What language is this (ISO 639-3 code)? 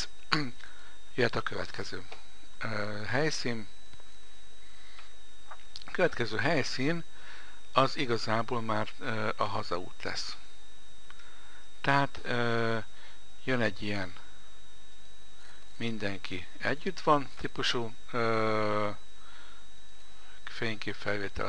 hun